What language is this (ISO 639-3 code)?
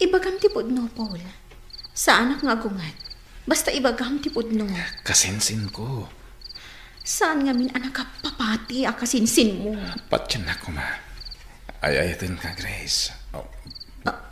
ilo